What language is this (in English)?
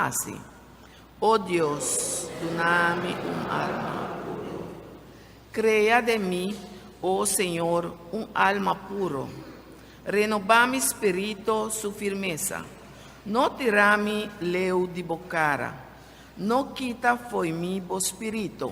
Papiamento